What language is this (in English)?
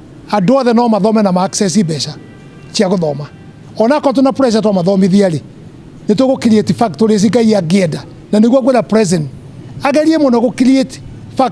Kikuyu